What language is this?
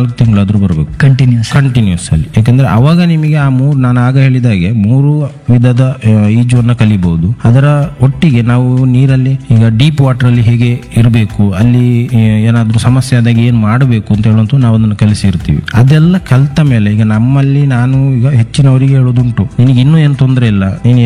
Kannada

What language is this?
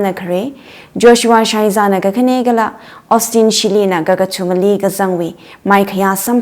Tangkhul Naga (India)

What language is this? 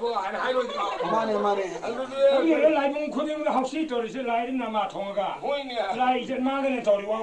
Manipuri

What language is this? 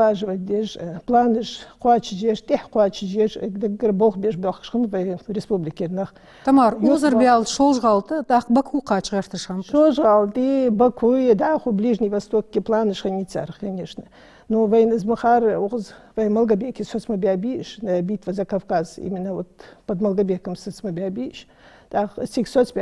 Ingush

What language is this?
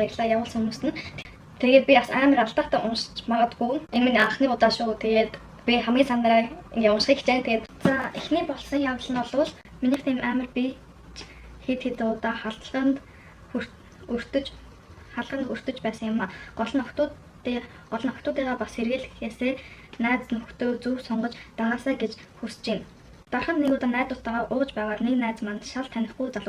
Mongolian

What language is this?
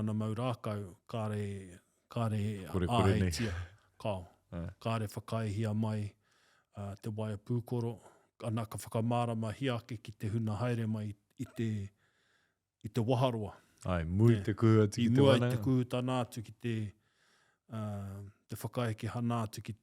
Māori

